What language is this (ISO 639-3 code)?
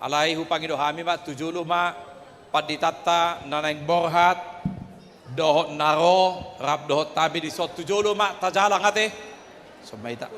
bbc